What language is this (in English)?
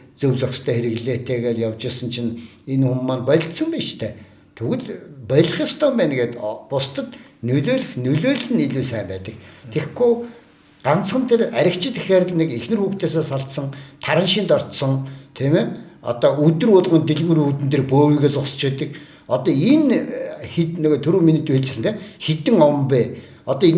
Mongolian